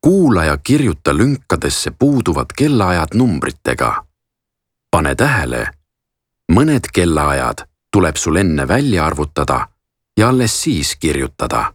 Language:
Estonian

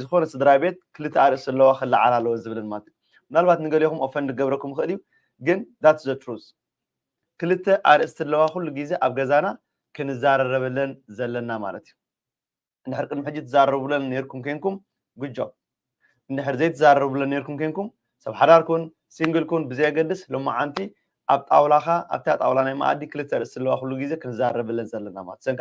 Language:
Tigrinya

